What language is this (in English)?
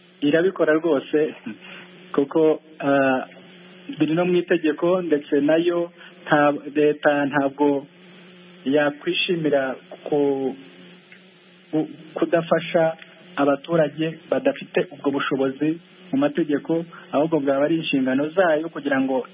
Kinyarwanda